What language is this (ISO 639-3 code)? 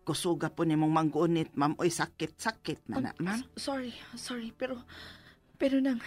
ceb